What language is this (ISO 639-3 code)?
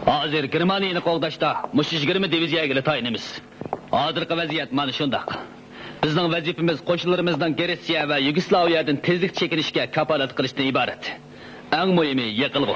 uig